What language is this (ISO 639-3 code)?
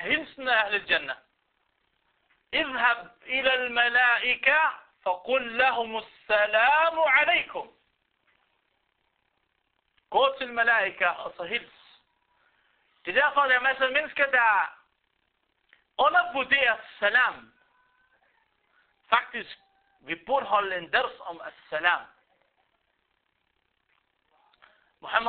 dan